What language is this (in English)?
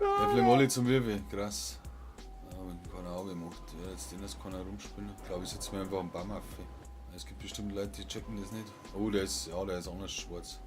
Bavarian